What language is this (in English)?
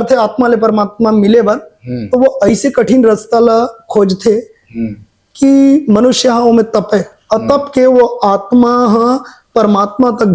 Chhattisgarhi